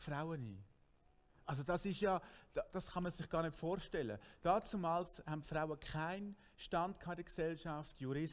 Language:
Swiss German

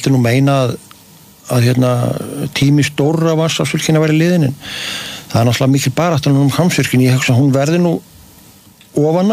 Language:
Icelandic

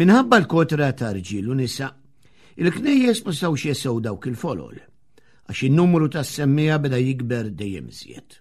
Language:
Maltese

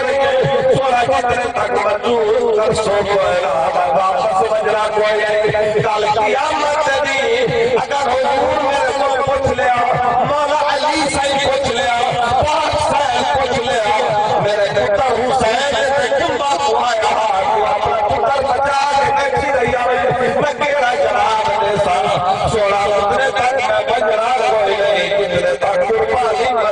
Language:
Saraiki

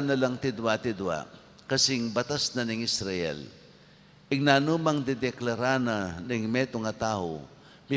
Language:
Pampanga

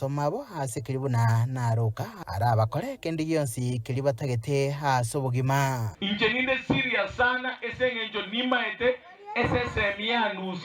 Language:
Gusii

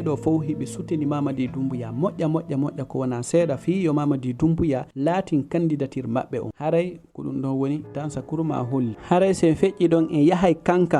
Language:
Fula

